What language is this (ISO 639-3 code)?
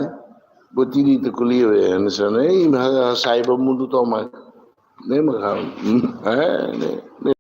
tet